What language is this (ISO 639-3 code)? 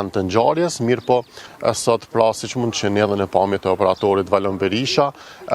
sqi